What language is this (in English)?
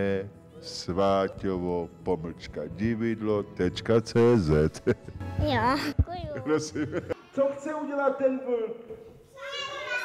Czech